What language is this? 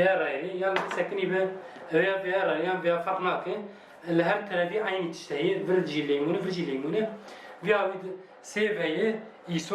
Kurdish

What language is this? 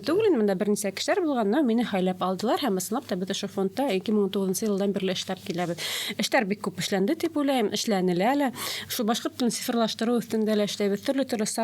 Bashkir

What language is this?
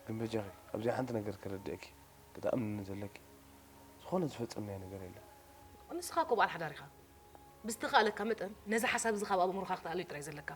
Tigrinya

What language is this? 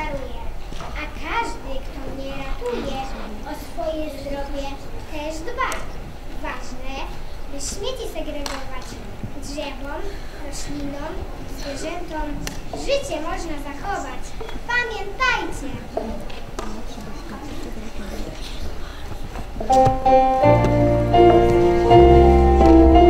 Polish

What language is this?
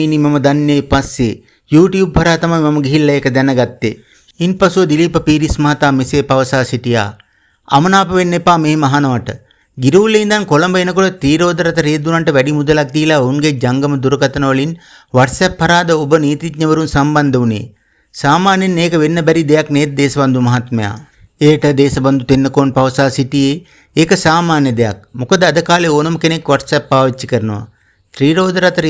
Sinhala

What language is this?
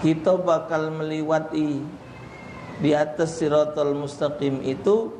Musi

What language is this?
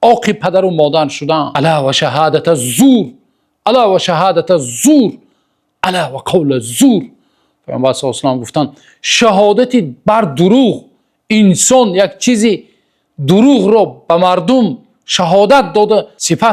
Tajik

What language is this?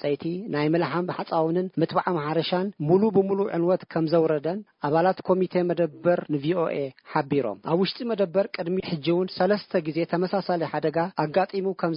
Tigrinya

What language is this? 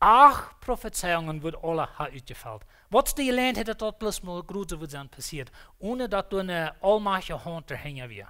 Plautdietsch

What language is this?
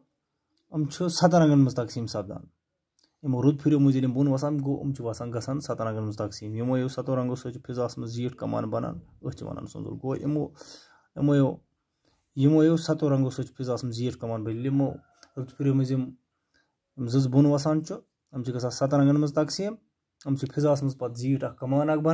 Kashmiri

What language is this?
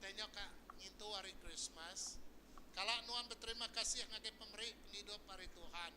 Iban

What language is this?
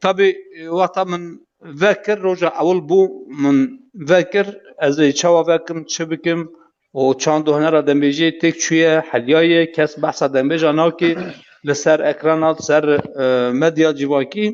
Kurdish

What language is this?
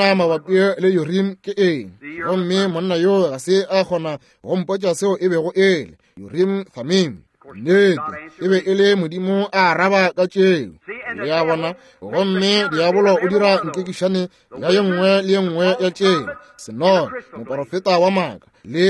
Northern Sotho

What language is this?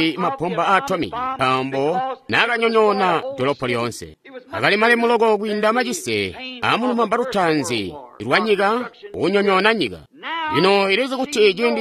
Tonga (Zambia)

